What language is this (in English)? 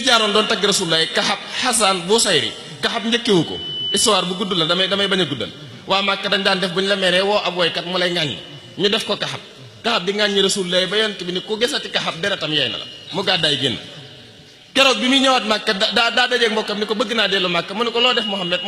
Wolof